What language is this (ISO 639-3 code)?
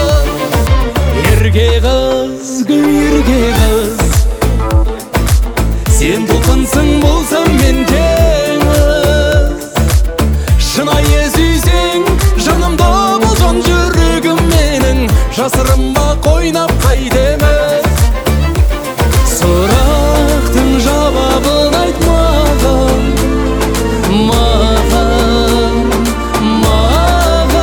kaz